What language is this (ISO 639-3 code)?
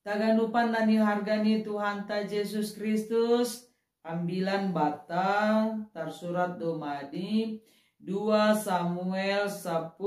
bts